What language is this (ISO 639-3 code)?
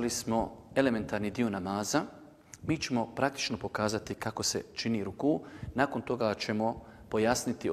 bos